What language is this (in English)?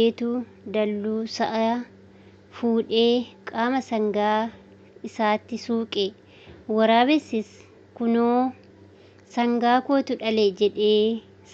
Oromo